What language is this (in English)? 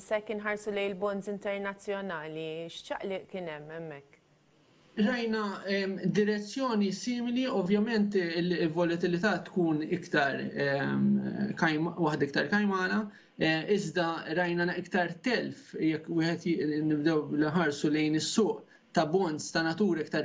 Maltese